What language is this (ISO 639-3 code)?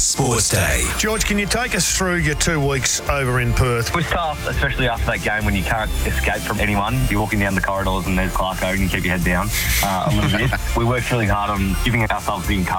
eng